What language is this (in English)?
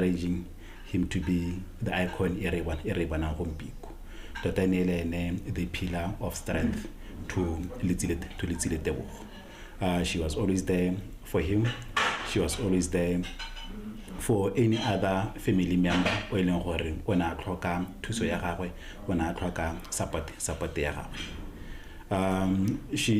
Tswana